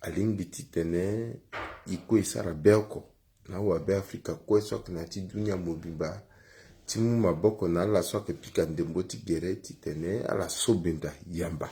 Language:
Sango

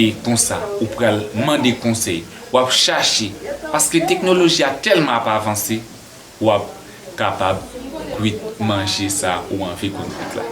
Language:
Haitian Creole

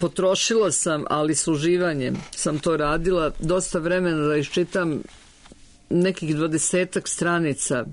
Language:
Serbian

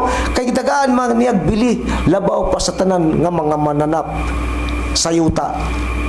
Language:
Cebuano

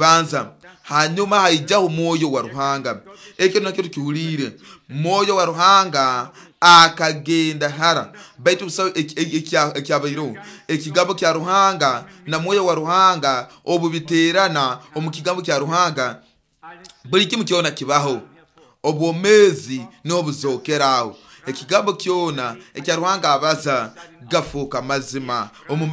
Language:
Nyoro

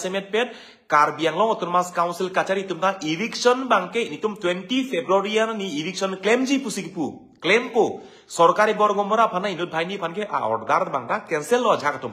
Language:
Karbi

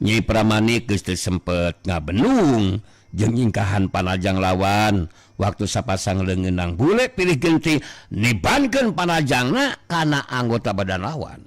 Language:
Sundanese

